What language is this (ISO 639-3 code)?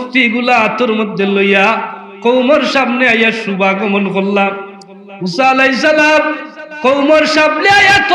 syl